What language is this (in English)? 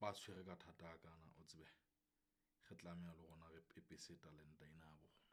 Southern Sotho